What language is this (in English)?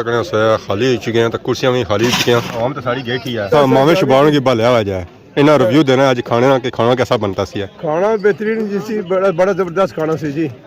Pahari-Potwari